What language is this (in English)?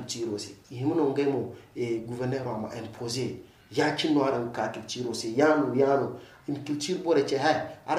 Zarma